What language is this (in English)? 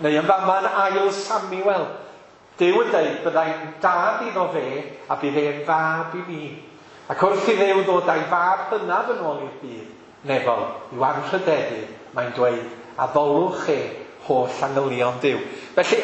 Welsh